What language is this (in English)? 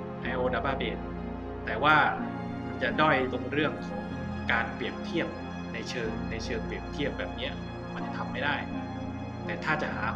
Thai